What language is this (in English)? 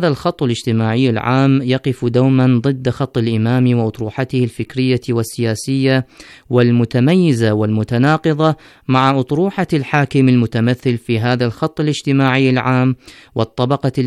Arabic